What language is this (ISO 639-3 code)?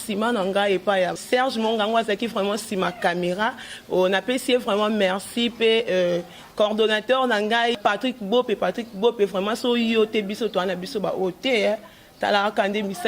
lin